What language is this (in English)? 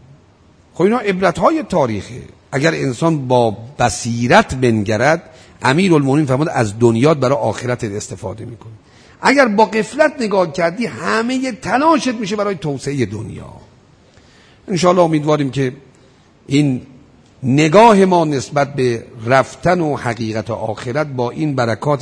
Persian